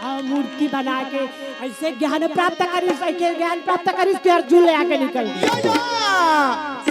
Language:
Chhattisgarhi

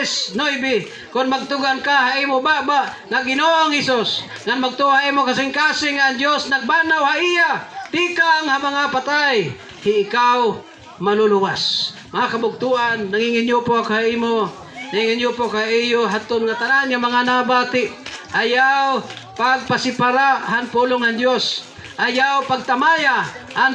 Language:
Waray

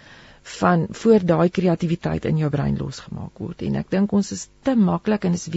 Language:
Afrikaans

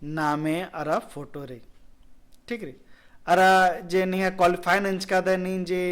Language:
Kurukh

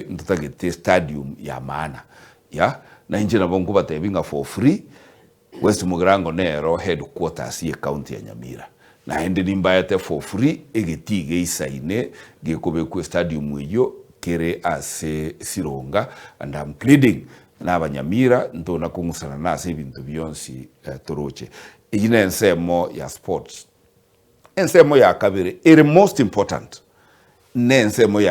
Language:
Gusii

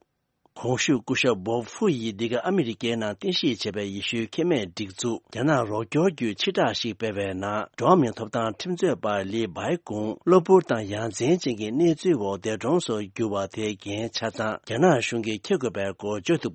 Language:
Tibetan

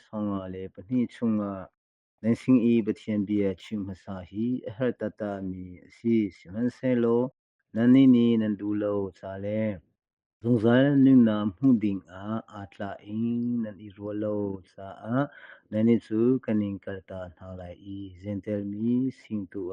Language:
Hakha Chin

